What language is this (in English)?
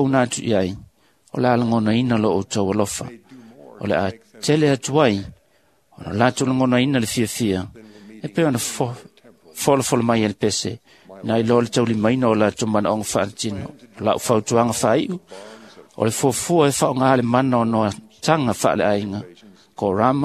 Samoan